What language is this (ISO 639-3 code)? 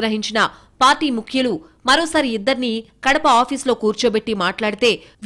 tel